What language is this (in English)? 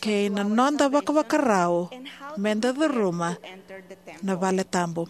Fijian